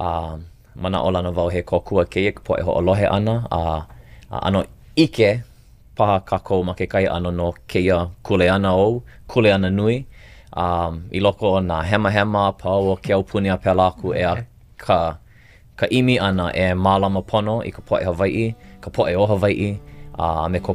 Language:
Hawaiian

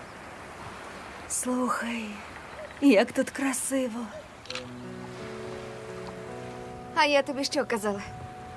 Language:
Ukrainian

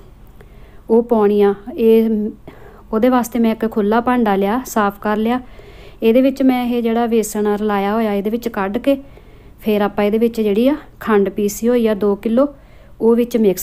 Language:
Punjabi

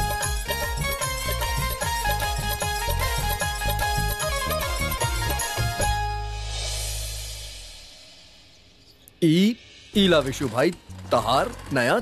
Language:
Bhojpuri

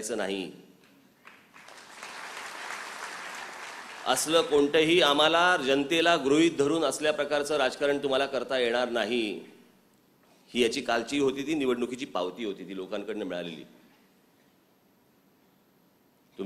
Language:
Marathi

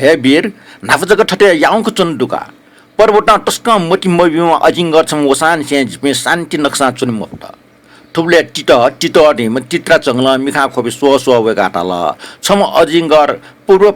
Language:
Newari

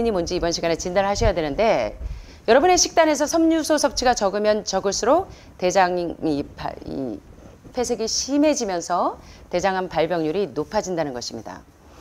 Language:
Korean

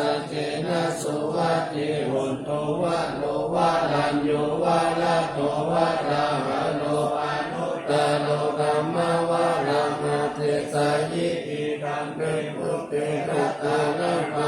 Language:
Pali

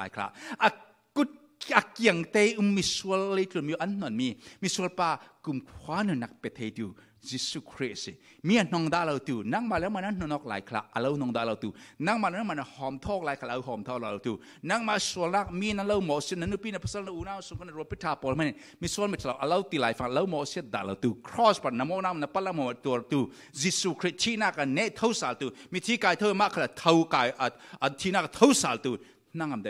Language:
Falam Chin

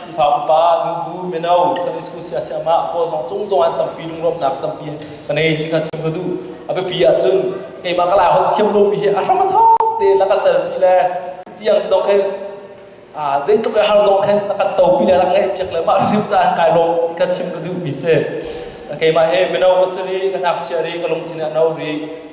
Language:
Hakha Chin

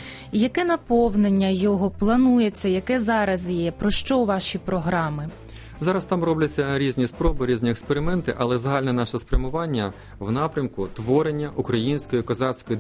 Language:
Ukrainian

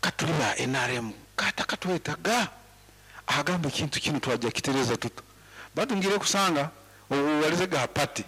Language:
Nyankole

